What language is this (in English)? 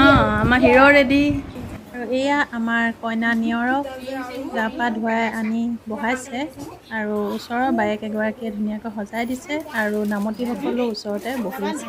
Assamese